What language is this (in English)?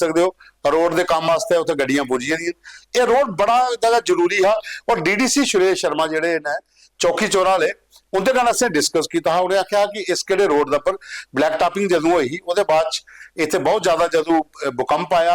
Dogri